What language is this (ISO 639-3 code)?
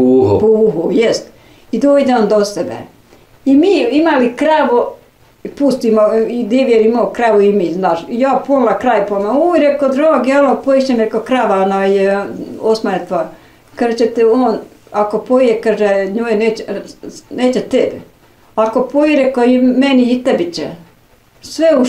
bos